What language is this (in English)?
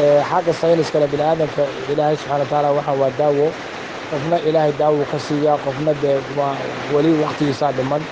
Somali